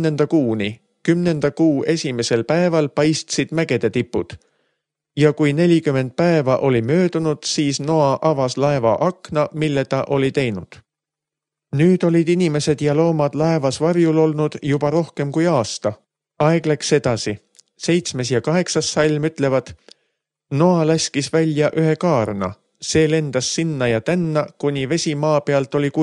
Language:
Estonian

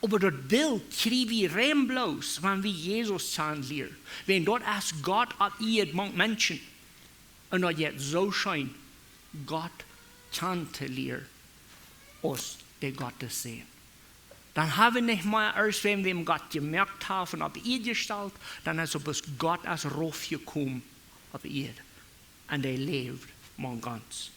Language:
Plautdietsch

